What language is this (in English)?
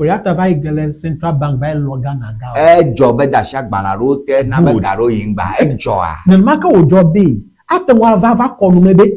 Ewe